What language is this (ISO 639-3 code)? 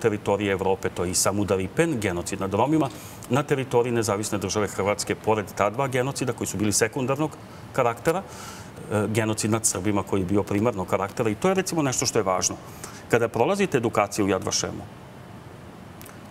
srp